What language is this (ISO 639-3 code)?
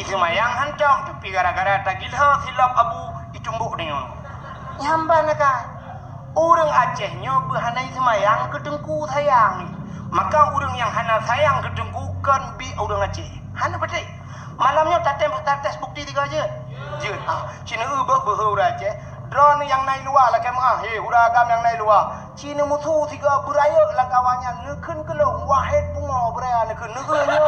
ace